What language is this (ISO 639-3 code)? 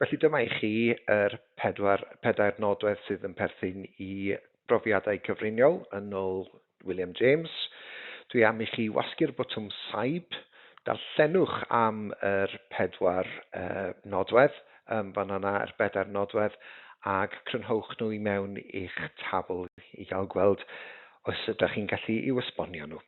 cym